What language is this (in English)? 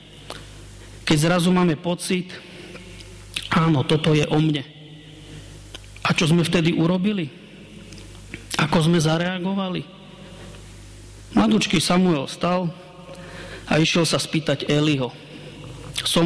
Slovak